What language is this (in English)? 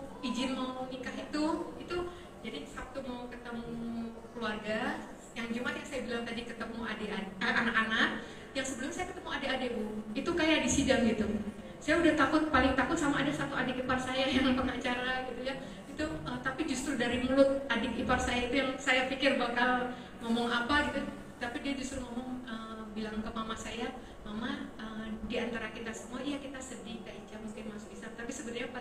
Indonesian